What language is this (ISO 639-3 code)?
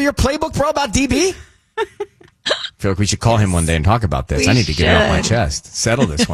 eng